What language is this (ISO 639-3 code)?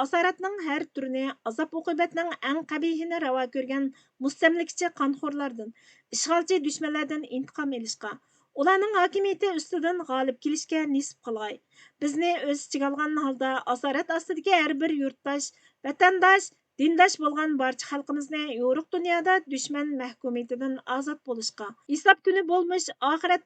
uig